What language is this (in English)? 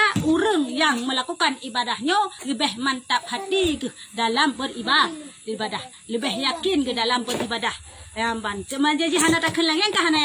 Achinese